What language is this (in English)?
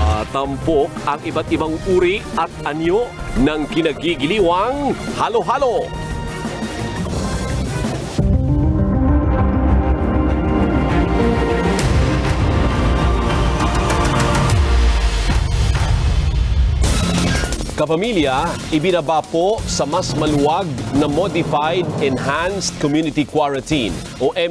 Filipino